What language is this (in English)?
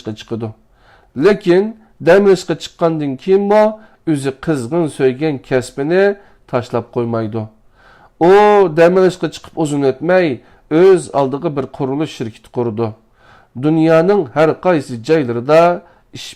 Uyghur